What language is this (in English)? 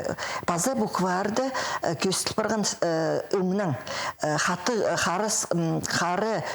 Khakas